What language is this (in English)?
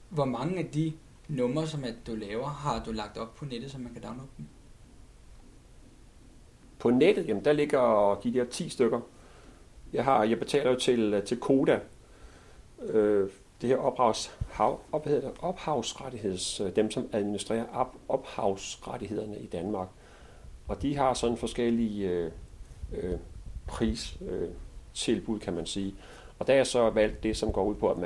Danish